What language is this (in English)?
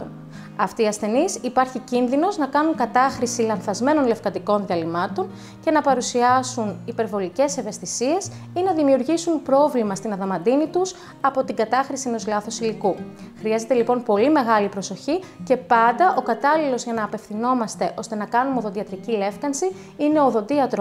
Greek